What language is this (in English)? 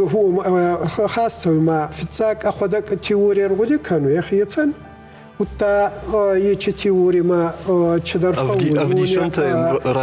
Ossetic